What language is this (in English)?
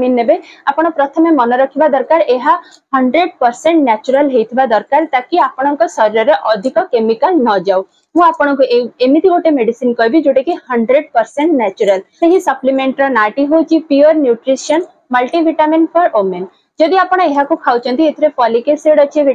Odia